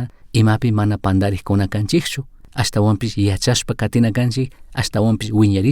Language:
Chimborazo Highland Quichua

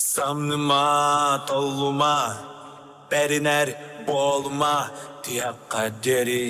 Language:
Yakut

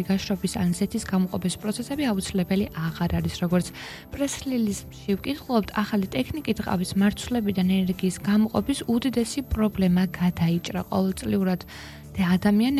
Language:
Georgian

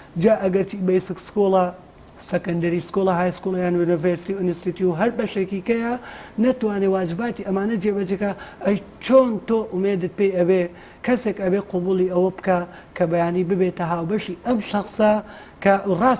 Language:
Central Kurdish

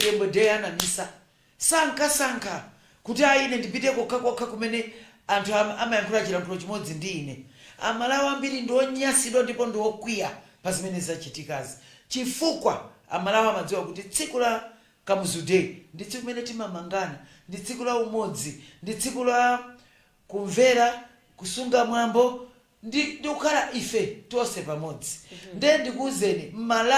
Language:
Nyanja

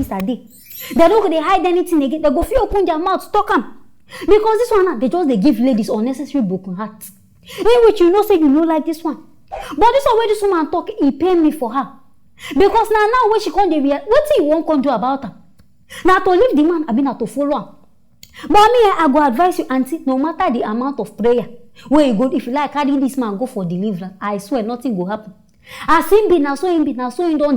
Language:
Nigerian Pidgin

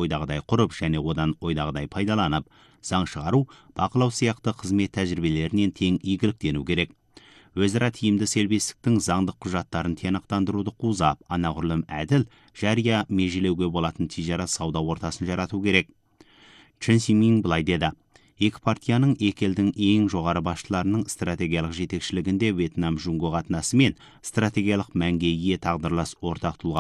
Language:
Kazakh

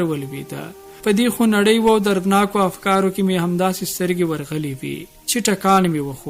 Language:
Pashto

